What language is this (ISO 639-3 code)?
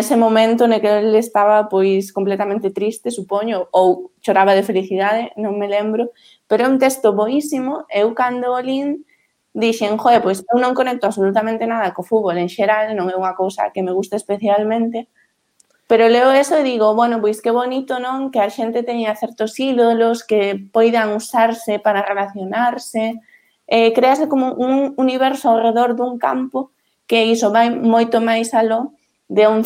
glg